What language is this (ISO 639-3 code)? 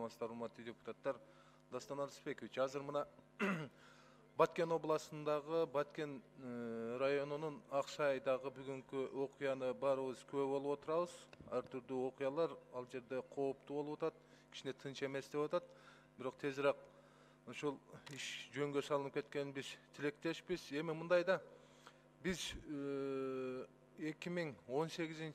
kir